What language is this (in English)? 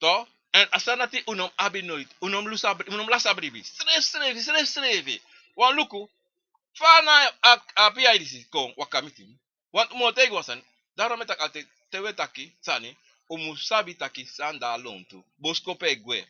Sranan Tongo